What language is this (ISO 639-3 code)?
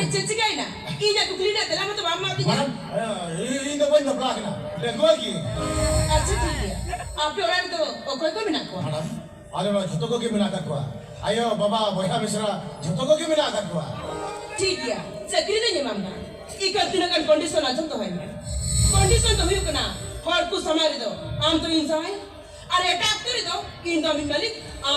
sat